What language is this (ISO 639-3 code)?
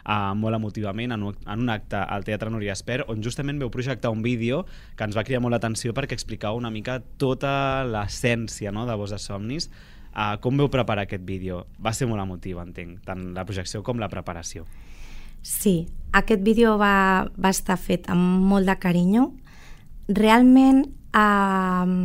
cat